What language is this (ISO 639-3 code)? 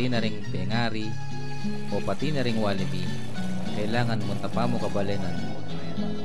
pam